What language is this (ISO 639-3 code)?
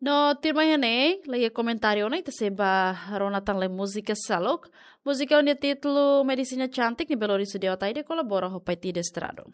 tet